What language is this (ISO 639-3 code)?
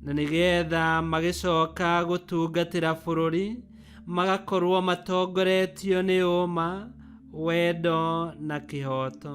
kik